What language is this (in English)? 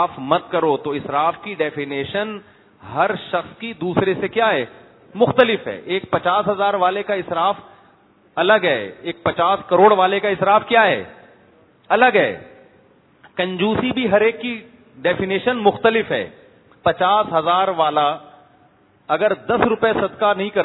Urdu